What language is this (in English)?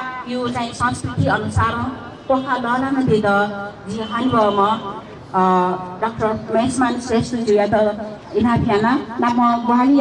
Newari